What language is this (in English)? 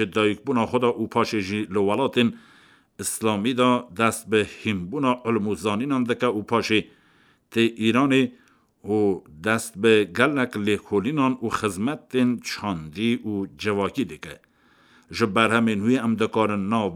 Kurdish